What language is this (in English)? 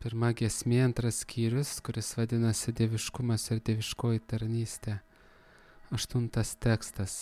Lithuanian